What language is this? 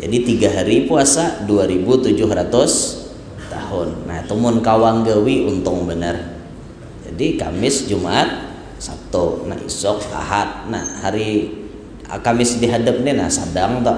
Banjar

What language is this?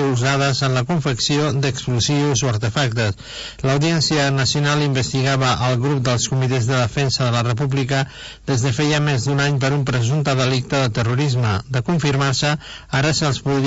Catalan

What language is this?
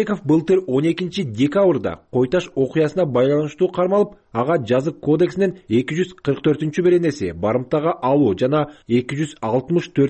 Kyrgyz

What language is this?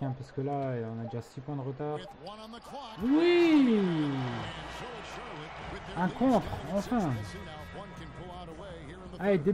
French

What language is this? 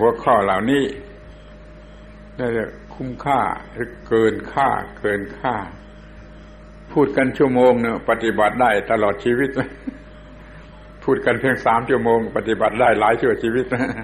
Thai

